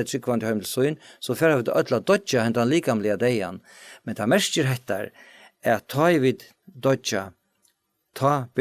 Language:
Faroese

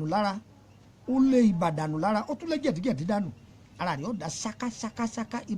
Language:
Yoruba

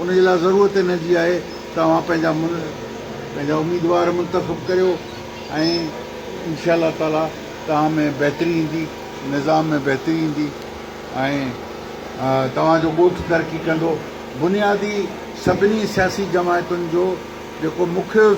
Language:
Sindhi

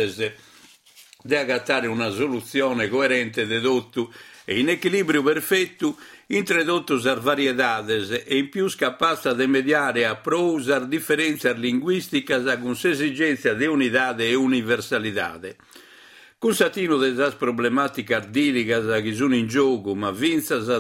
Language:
Sardinian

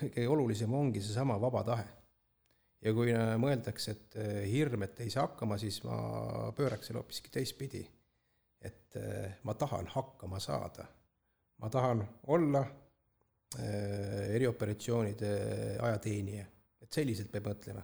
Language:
Estonian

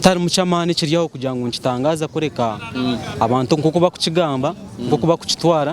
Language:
Nyankole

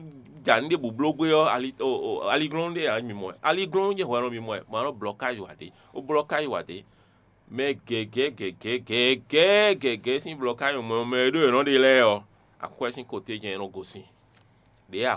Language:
Fon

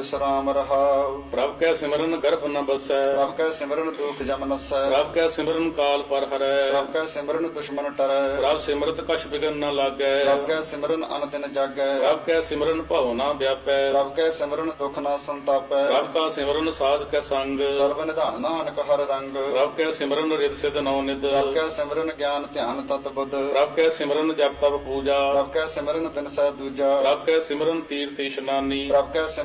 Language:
Punjabi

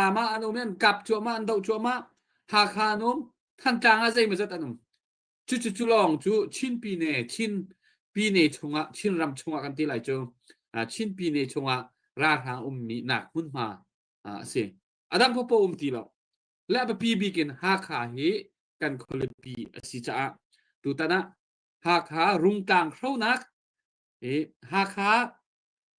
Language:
Hakha Chin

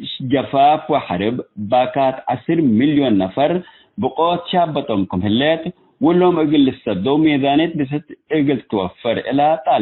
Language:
Tigre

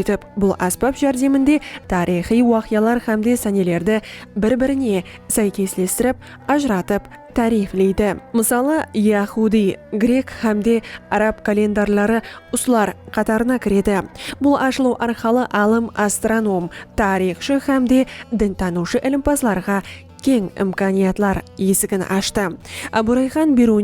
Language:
Kara-Kalpak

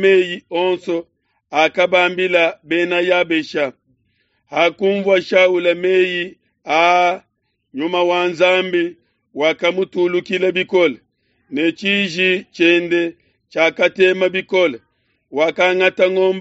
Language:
Luba-Lulua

